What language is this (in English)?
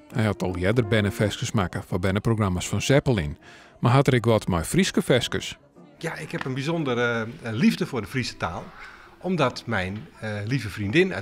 Western Frisian